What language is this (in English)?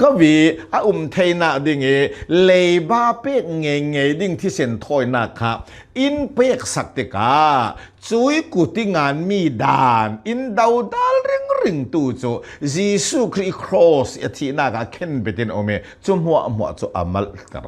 Hakha Chin